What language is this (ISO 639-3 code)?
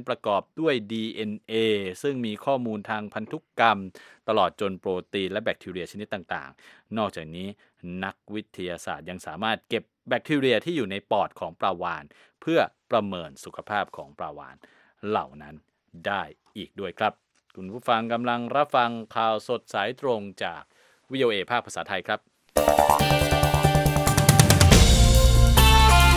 tha